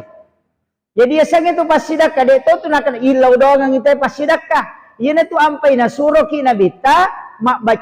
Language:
Buginese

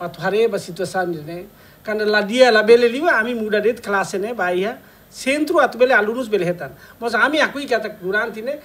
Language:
Tetum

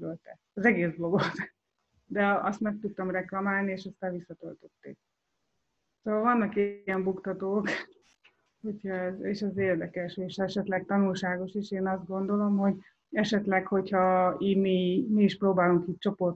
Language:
Hungarian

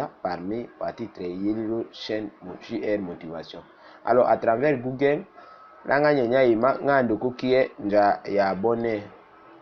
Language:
Tetela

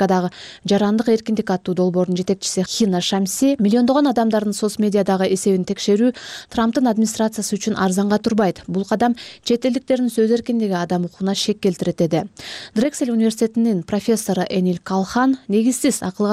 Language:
Kyrgyz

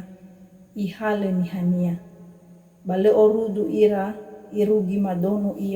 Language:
Nias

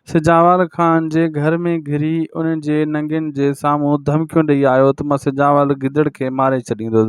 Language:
Sindhi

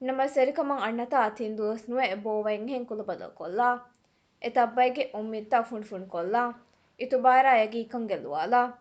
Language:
Divehi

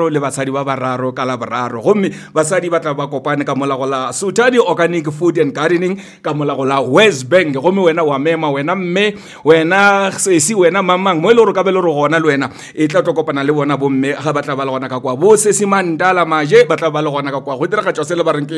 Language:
Northern Sotho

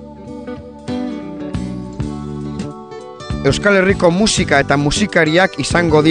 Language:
Basque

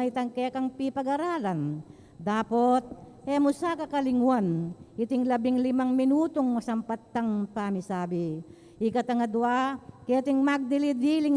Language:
Pampanga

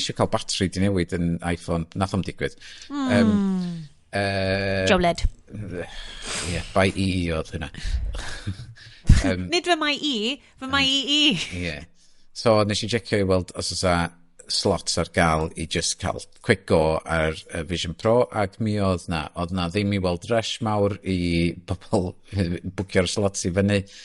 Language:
Welsh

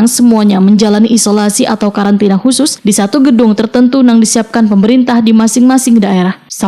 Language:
Banjar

